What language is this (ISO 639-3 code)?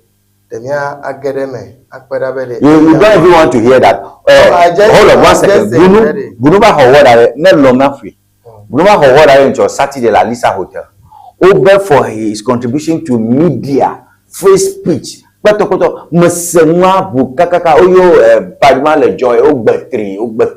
ewe